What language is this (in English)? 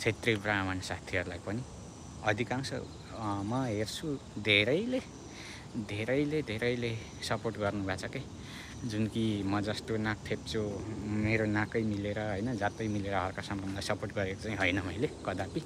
Nepali